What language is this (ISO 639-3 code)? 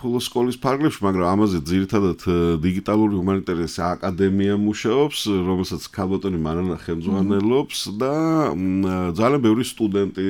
kat